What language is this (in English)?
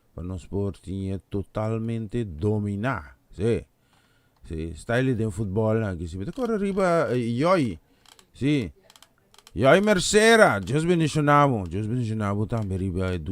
Papiamento